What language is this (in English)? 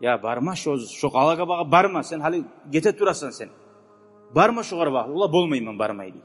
Kumyk